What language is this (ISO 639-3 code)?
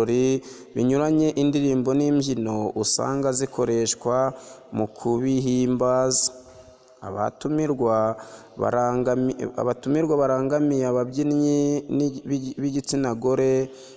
kin